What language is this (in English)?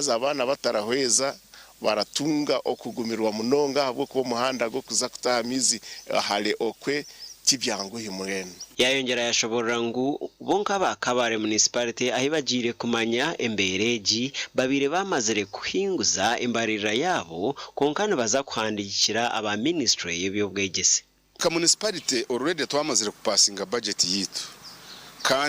Nyankole